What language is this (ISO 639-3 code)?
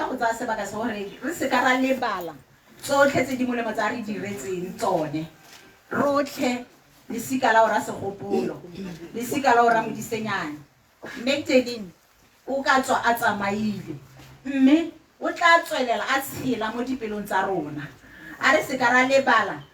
tsn